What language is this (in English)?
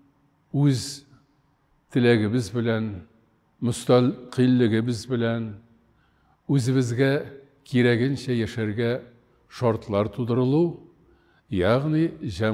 Tatar